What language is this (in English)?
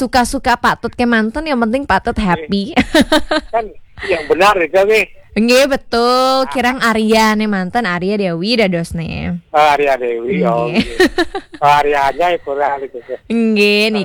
Balinese